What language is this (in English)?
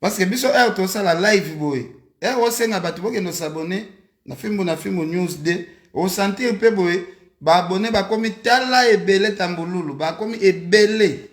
Lingala